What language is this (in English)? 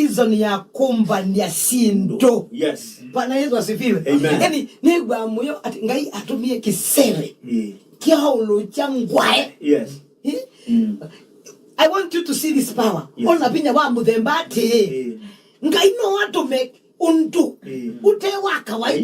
Kamba